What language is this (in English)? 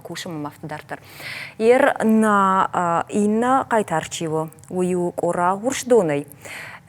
Ossetic